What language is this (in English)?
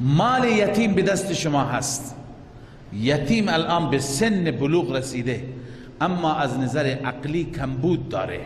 Persian